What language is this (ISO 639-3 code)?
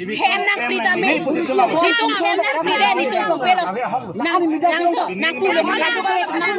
mjw